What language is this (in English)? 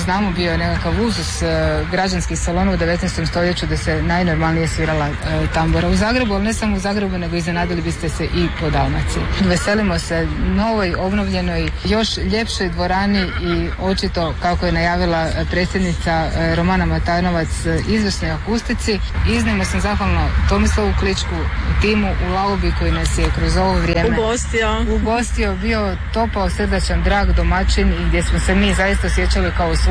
Croatian